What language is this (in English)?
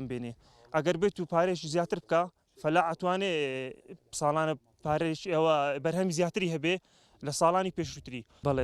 Central Kurdish